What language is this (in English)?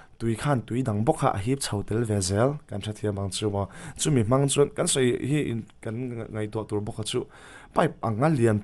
Mizo